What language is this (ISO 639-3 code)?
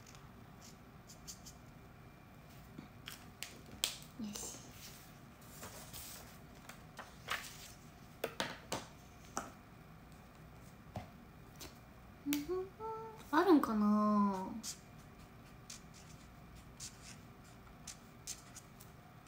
jpn